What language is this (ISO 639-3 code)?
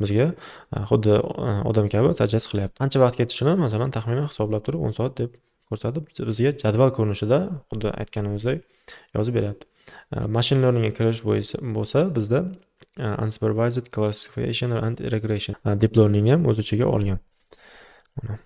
uzb